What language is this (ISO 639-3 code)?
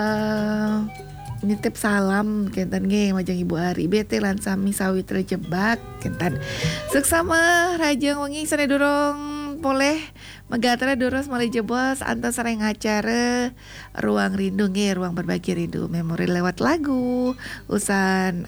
ban